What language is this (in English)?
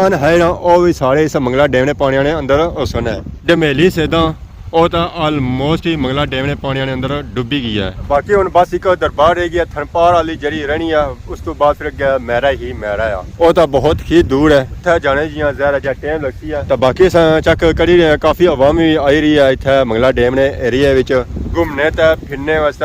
Pahari-Potwari